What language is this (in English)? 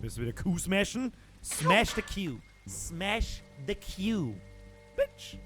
Bavarian